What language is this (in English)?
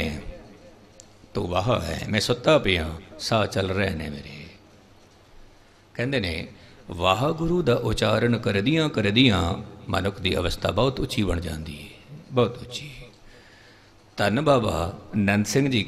Punjabi